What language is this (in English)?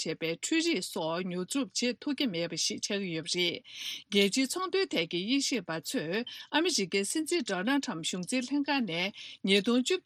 Tibetan